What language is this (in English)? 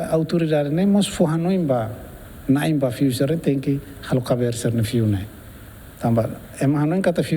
Tetum